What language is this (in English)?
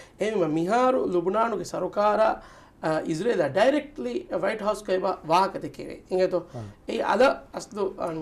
Divehi